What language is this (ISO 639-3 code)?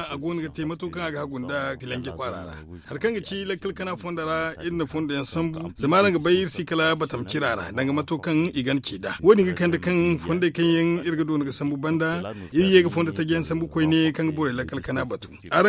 dje